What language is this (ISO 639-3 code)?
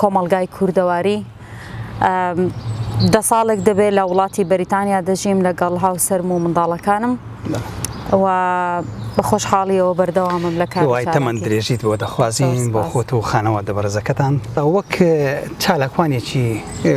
ckb